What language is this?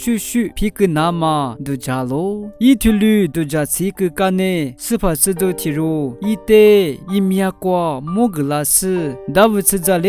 Lisu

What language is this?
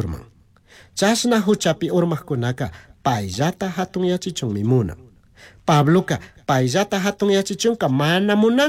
Chimborazo Highland Quichua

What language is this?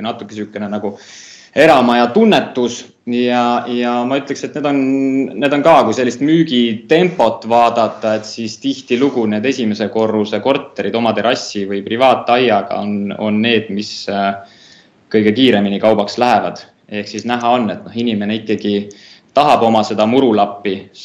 Estonian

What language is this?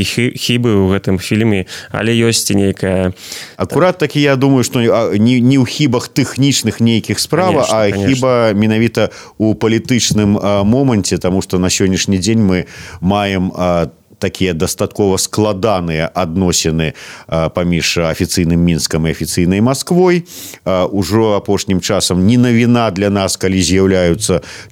Belarusian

